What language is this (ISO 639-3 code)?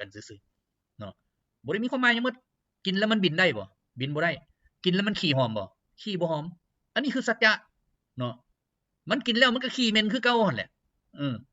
lao